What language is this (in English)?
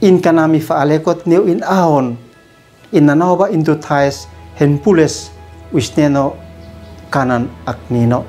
Uab Meto